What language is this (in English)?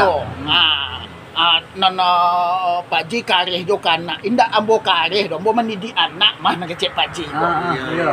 Minangkabau